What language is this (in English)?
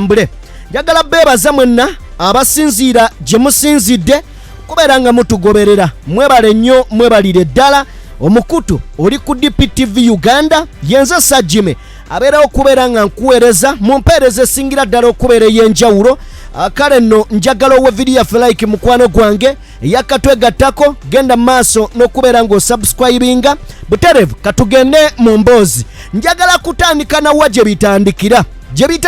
Ganda